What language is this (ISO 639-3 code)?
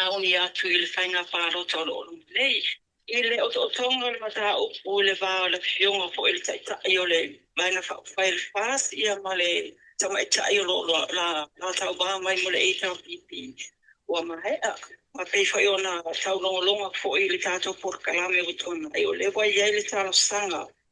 smo